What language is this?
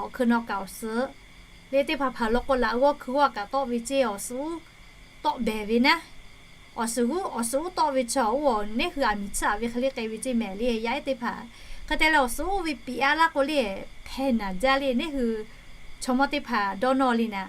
Lahu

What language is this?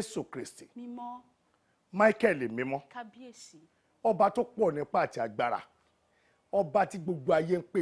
Yoruba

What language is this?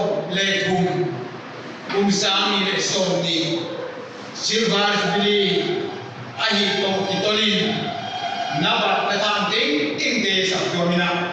Paite Chin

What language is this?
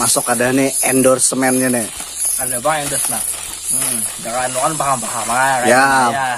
Banjar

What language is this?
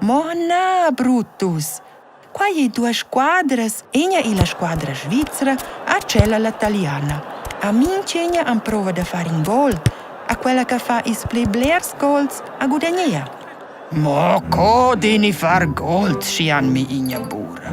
Romansh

